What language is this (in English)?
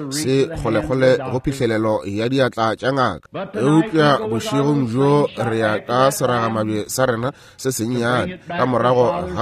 Northern Sotho